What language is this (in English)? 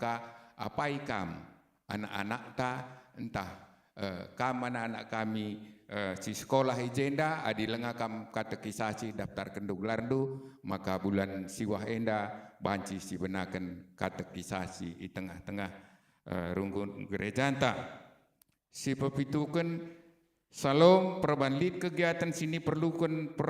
Batak Karo